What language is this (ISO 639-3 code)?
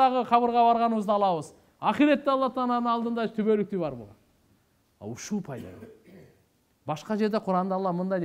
kir